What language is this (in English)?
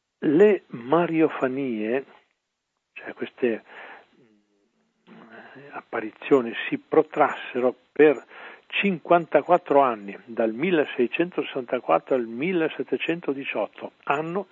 Italian